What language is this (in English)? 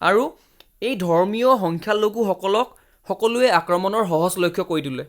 Assamese